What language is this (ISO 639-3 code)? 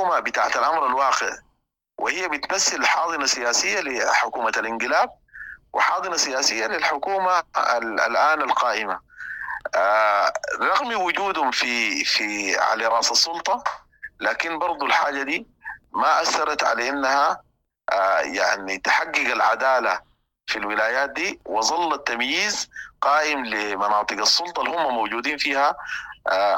apd